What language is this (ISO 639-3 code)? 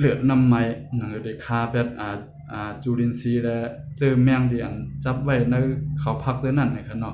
shn